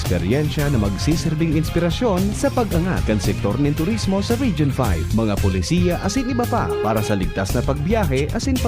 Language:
Bikol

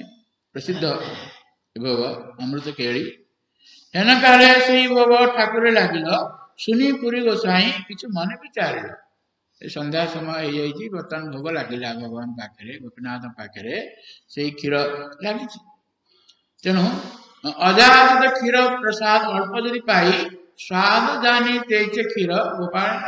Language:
Odia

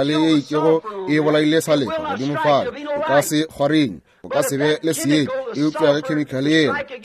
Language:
Northern Sotho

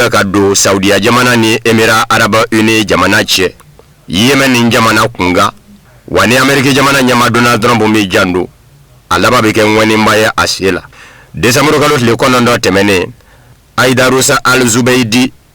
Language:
Bambara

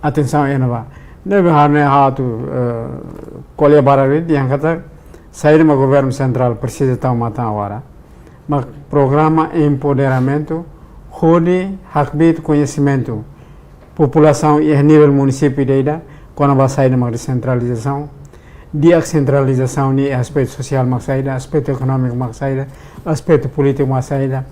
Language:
Tetum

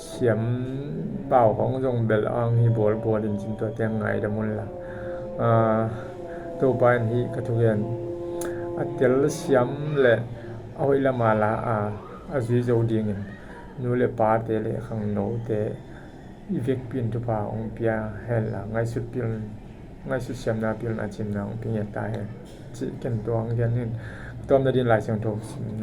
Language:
Tedim Chin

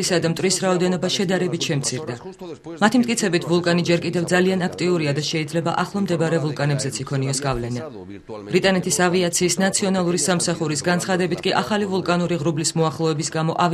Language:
Georgian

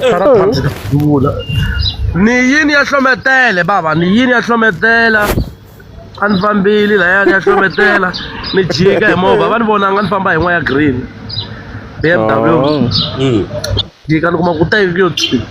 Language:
Tsonga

